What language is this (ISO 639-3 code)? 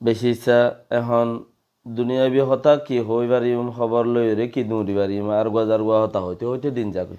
rhg